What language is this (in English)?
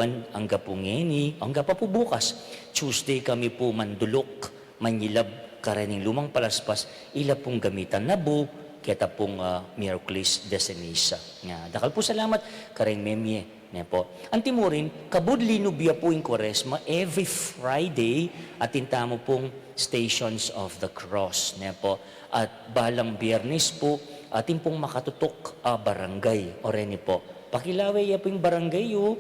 Pampanga